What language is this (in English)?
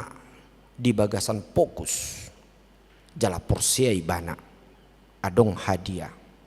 Batak Toba